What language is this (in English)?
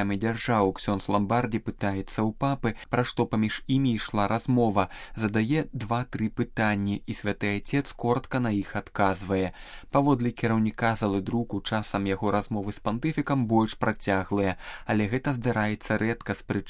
Belarusian